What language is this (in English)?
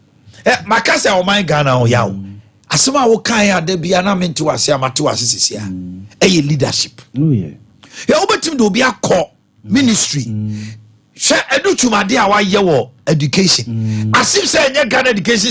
Akan